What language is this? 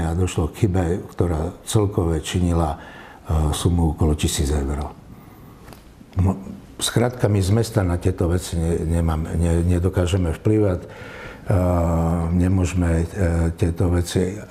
Slovak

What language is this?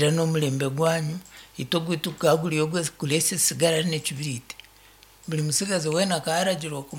Nyankole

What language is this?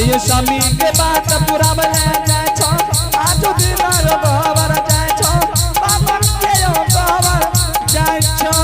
Angika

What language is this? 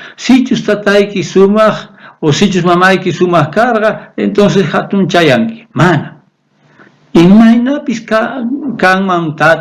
South Bolivian Quechua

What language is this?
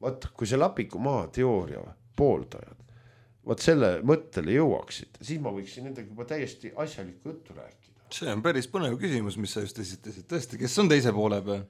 Estonian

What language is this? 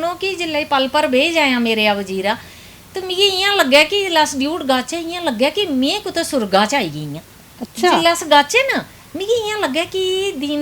Dogri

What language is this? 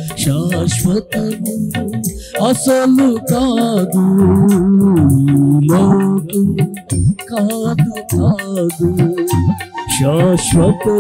Telugu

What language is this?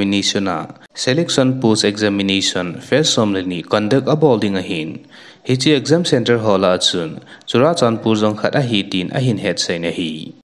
Thado Chin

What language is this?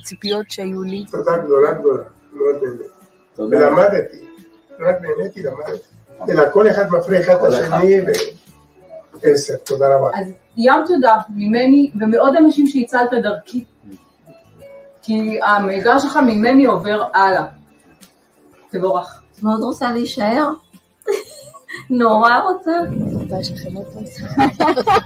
Hebrew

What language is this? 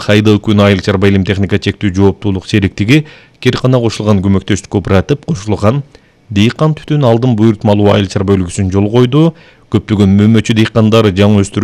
Kyrgyz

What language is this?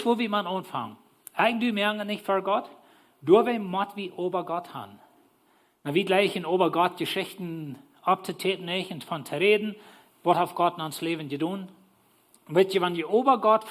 Plautdietsch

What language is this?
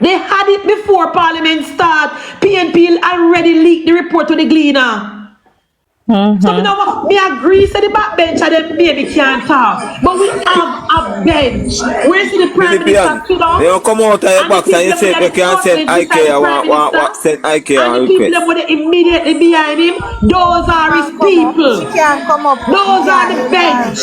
Jamaican Creole English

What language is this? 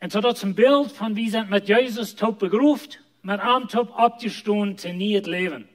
Plautdietsch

